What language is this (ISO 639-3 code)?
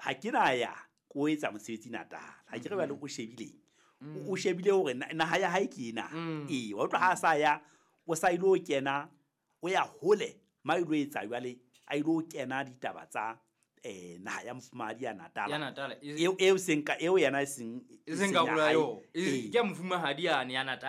sot